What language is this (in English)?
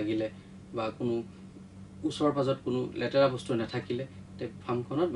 Assamese